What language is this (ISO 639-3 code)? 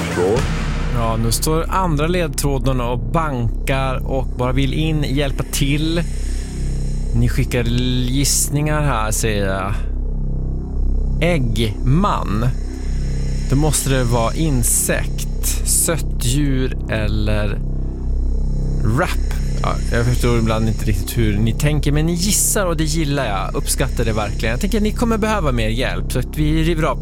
swe